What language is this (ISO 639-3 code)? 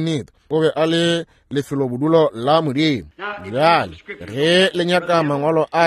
nso